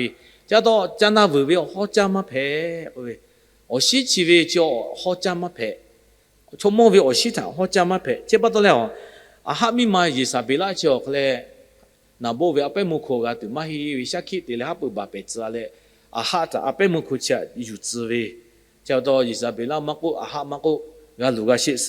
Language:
Lahu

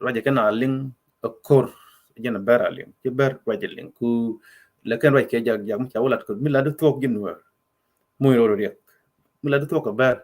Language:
Nuer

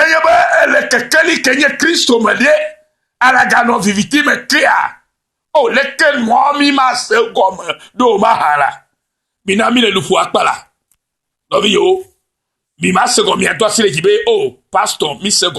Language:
Ewe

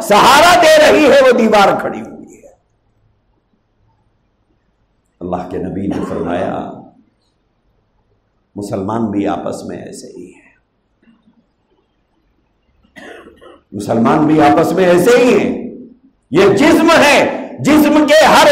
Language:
Urdu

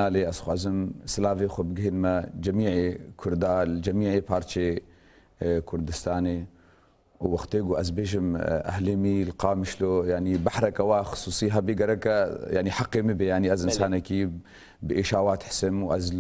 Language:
Kurdish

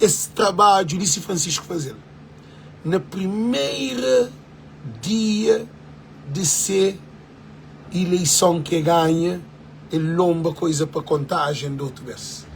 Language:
Kabuverdianu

